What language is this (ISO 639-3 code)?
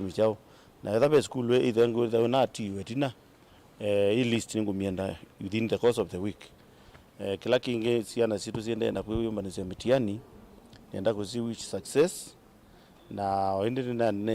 kam